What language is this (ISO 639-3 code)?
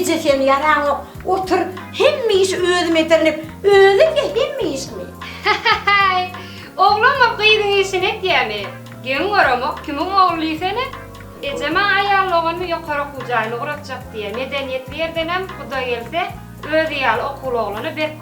tuk